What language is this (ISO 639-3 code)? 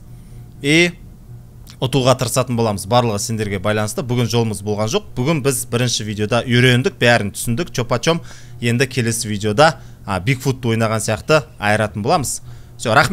kaz